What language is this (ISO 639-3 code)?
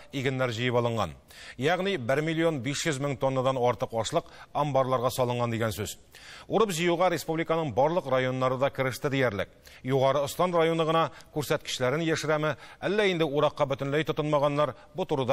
tat